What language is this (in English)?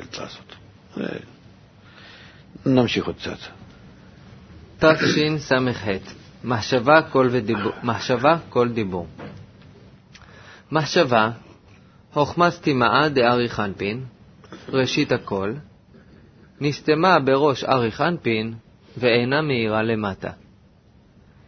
Hebrew